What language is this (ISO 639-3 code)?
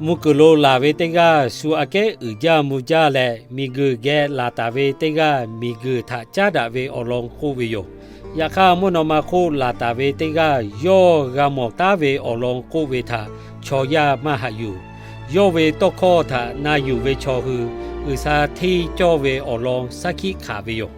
lhu